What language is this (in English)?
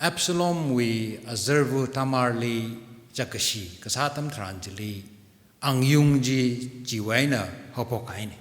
Tangkhul Naga (India)